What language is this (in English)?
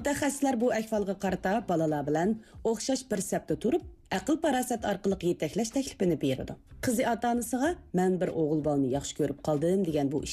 Uyghur